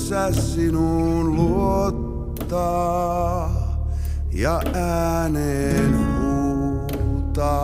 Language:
Finnish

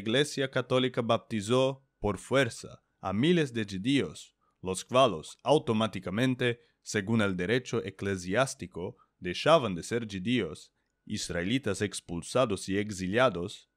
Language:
Ladino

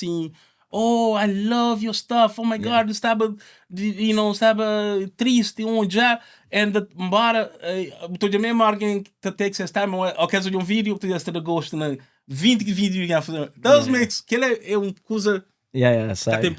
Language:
Kabuverdianu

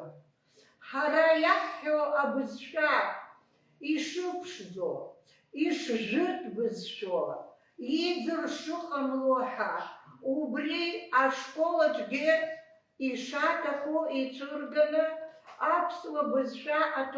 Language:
Abkhazian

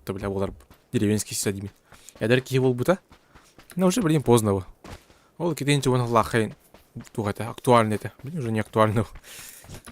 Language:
Yakut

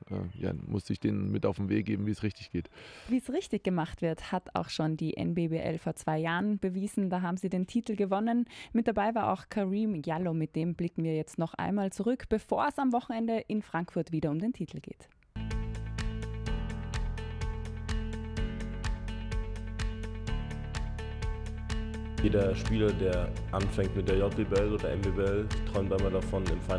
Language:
German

